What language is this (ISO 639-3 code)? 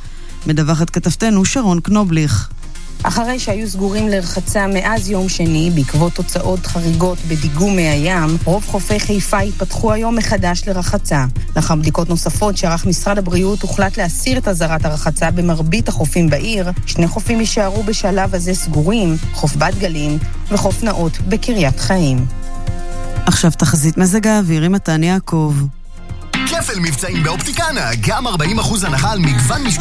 heb